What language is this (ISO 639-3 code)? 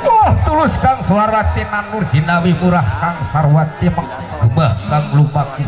sun